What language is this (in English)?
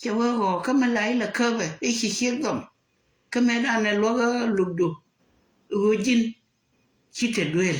Nuer